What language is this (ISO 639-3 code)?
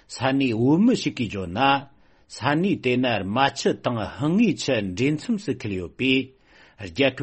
bod